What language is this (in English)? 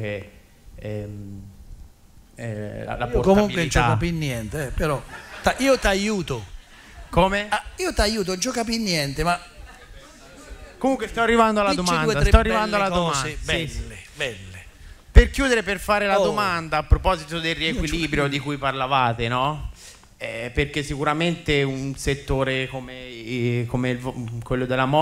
Italian